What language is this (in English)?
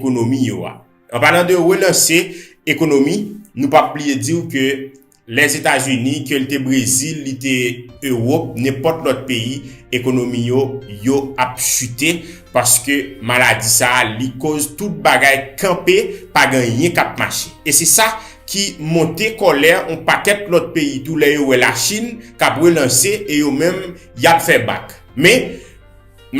Haitian Creole